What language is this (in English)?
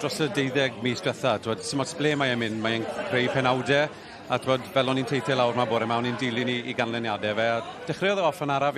Welsh